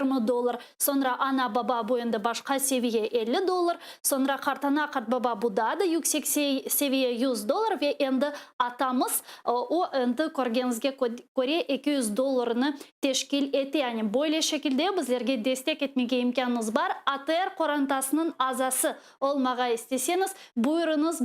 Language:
Crimean Tatar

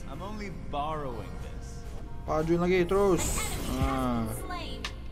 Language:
Indonesian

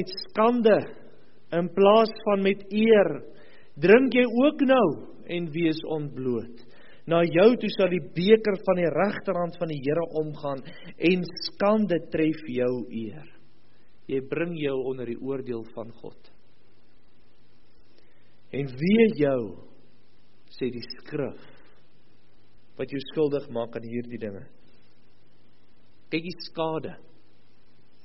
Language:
Afrikaans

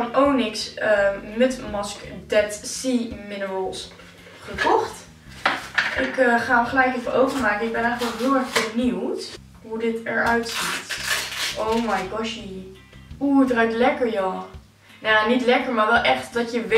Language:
Dutch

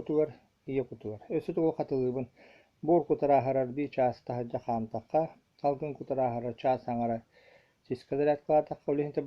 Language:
Yakut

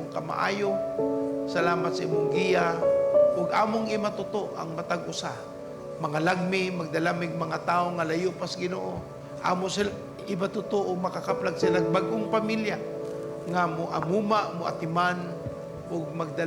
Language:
Cebuano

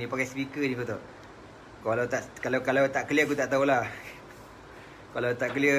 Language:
Malay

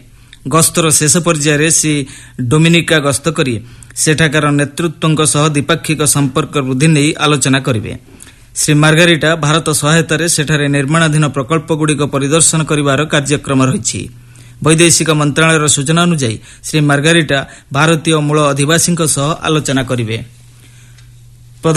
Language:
Odia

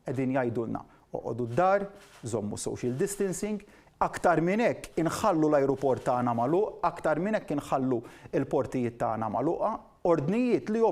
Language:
Maltese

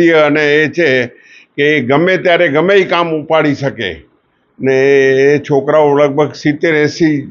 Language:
Gujarati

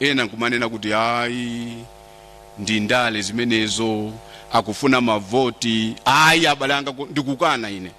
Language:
Nyanja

